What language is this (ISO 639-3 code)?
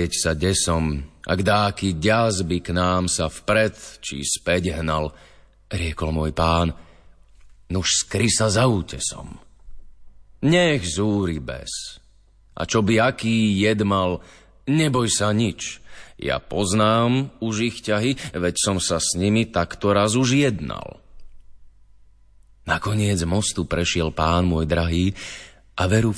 slk